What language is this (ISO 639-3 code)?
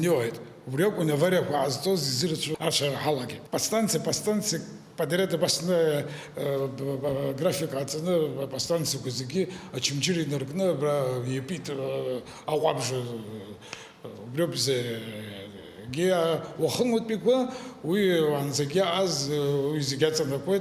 abk